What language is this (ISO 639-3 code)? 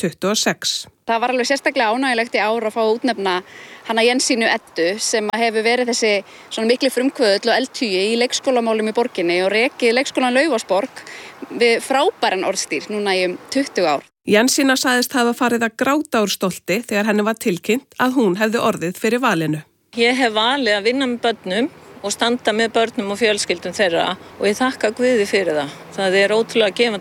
isl